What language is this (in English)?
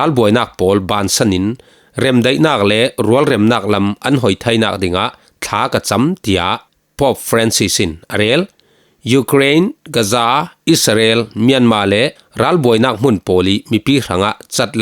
Falam Chin